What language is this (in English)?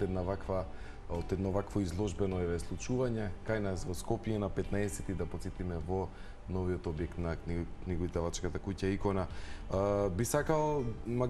Macedonian